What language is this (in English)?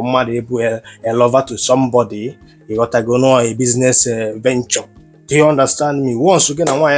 Igbo